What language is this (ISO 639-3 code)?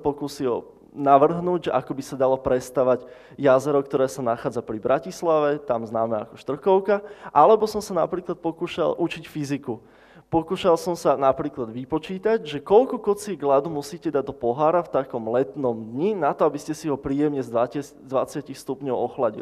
slk